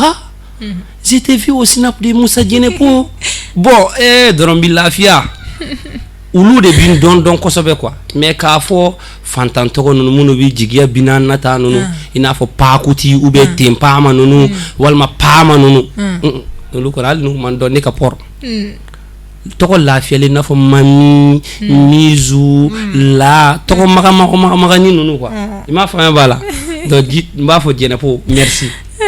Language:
Bambara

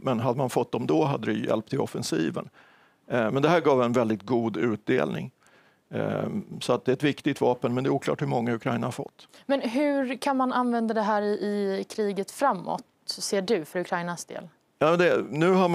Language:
Swedish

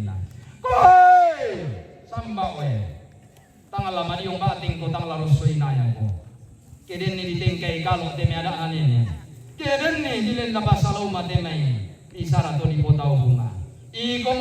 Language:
Toraja-Sa'dan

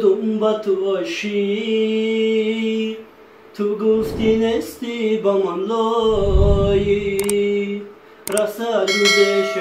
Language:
Tajik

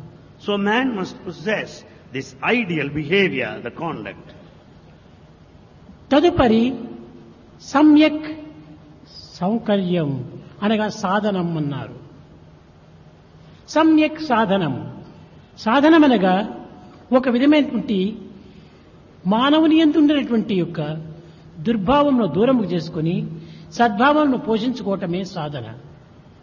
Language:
Telugu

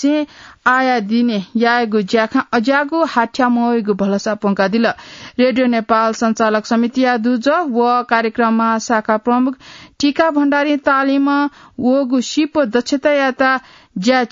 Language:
Newari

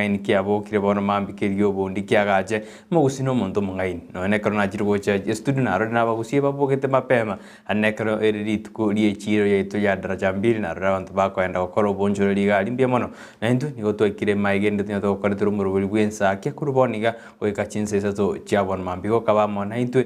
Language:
Gusii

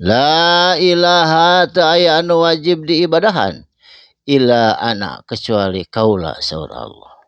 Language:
Sundanese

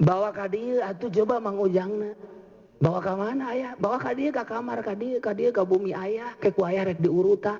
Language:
Sundanese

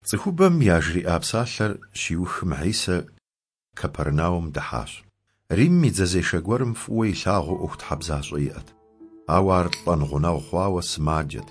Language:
Kabardian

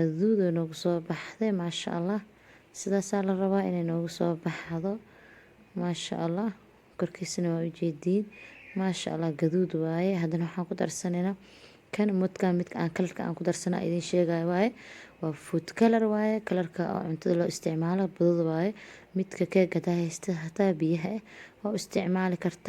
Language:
Somali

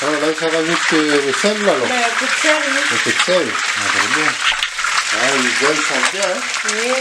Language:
Réunion Creole French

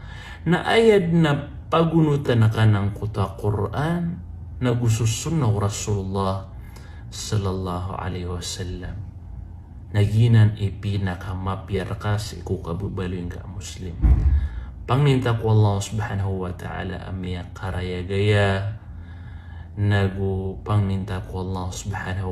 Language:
Maranao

